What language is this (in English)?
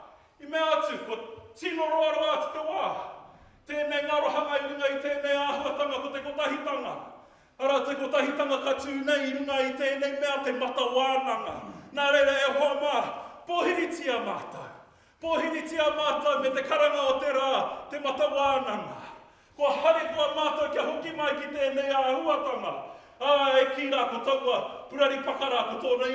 Māori